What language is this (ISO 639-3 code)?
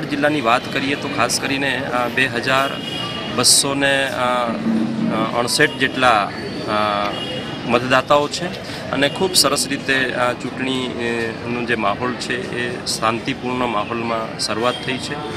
guj